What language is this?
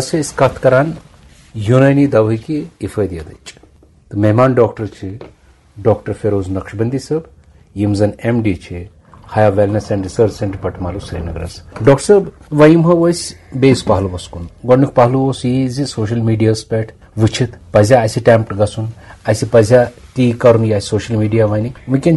Kashmiri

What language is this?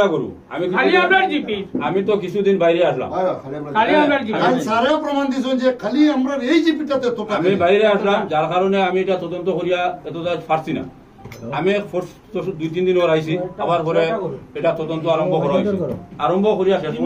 Sylheti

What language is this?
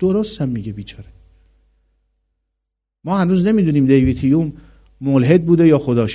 Persian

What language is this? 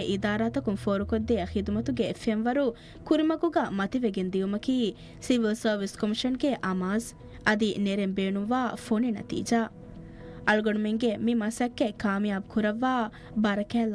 Divehi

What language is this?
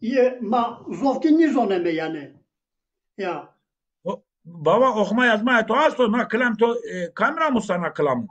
Zaza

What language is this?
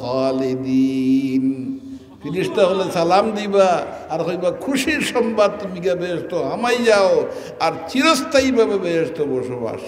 Sylheti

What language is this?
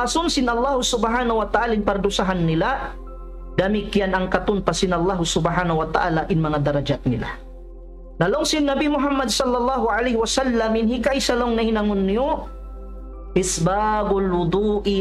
Tausug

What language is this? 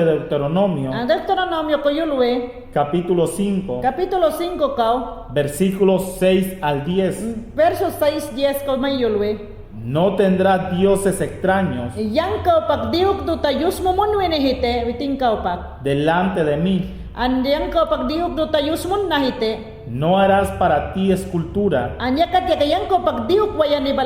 Mayangna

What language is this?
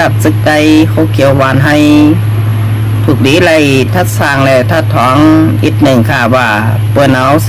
Shan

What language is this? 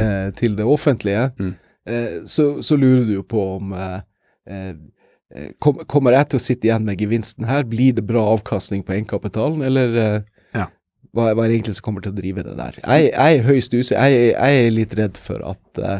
Norwegian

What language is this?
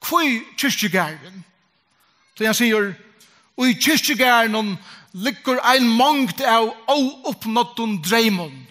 Faroese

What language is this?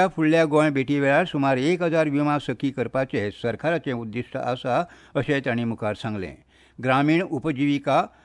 Konkani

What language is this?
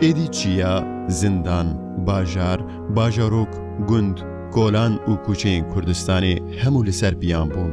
Kurdish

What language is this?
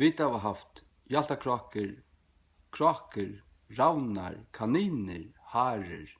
Faroese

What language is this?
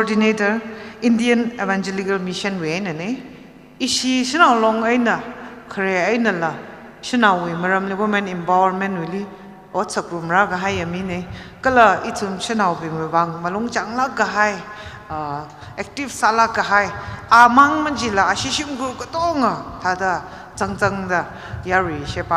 Tangkhul Naga (India)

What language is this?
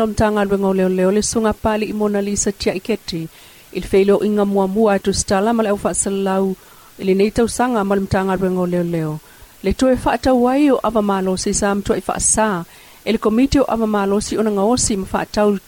Samoan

